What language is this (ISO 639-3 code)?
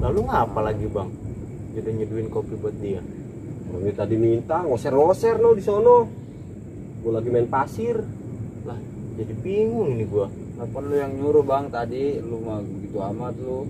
bew